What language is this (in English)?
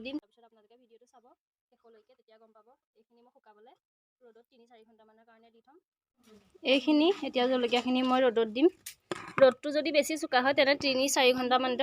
Assamese